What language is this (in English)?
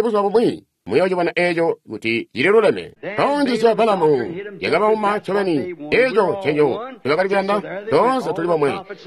Tonga (Zambia)